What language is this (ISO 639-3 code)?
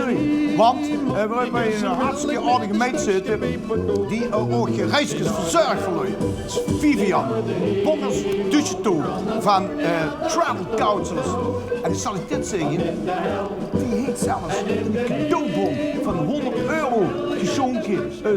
lim